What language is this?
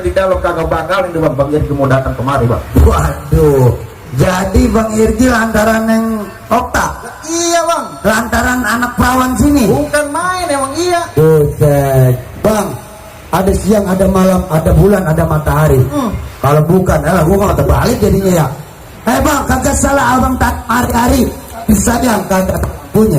Betawi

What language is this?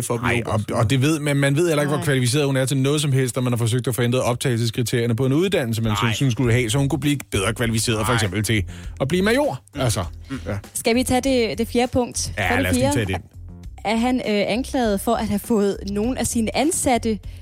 Danish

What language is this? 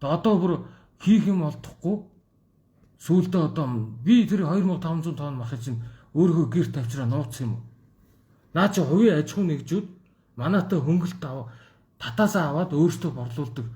Mongolian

